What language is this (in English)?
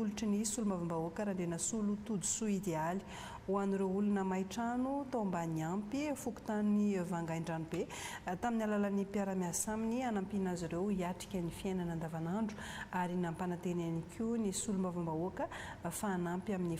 Malagasy